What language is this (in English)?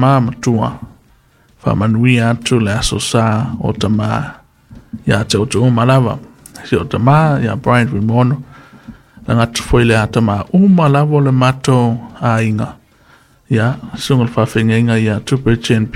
Samoan